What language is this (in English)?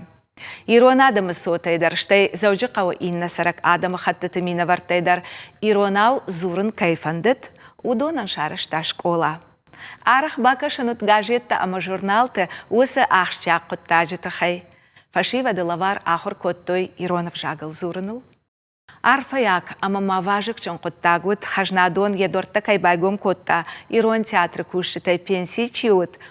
Ossetic